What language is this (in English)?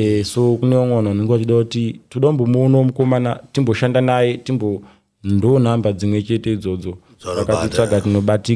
Shona